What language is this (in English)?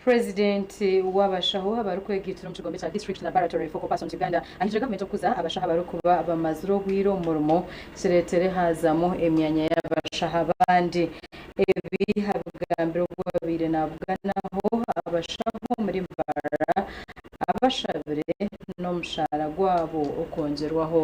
Nyankole